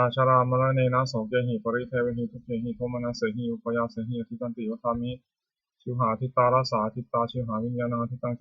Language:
Pali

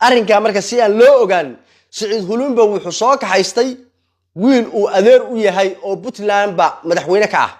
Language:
Somali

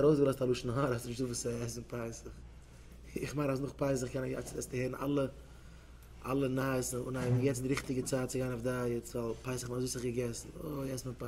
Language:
Yiddish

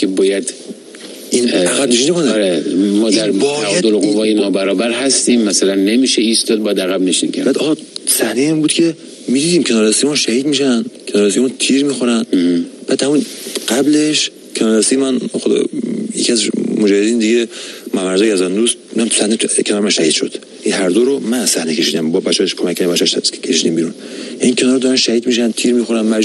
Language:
Persian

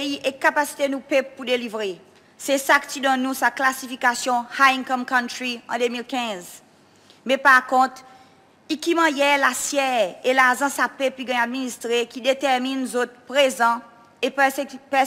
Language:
Seselwa Creole French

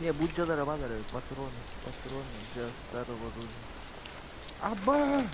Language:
Yakut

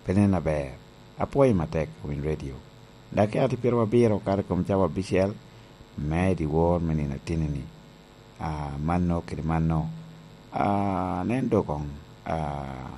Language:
Lango (Uganda)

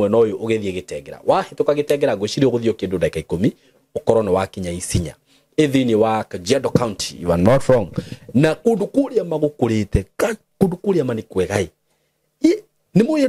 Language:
Kikuyu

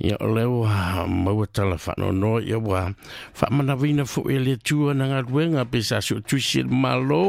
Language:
Samoan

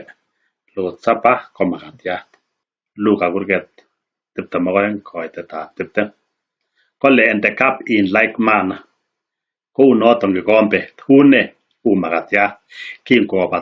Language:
Kalenjin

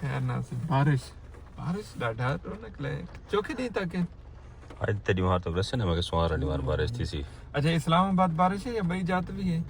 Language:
Saraiki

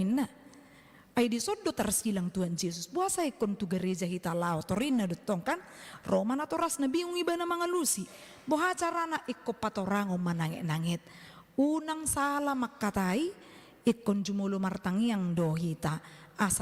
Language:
Batak Toba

